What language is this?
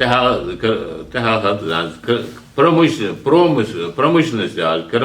Ingush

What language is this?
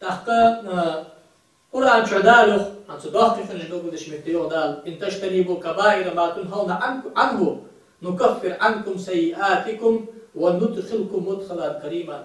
Ingush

